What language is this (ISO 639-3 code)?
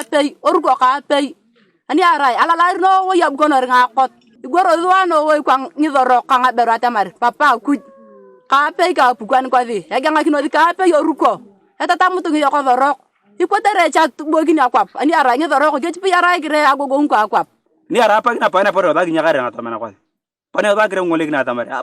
teo